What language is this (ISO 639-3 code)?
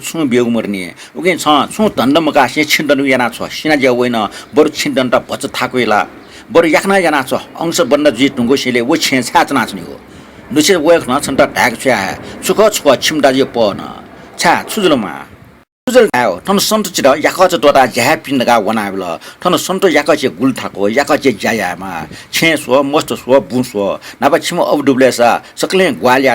new